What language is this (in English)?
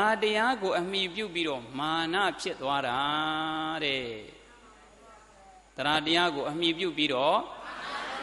Burmese